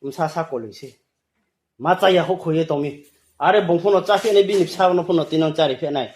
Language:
Riang (India)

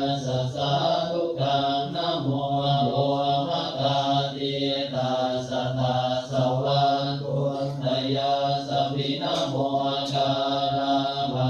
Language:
Pali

